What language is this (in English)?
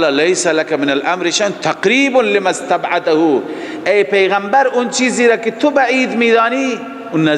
Persian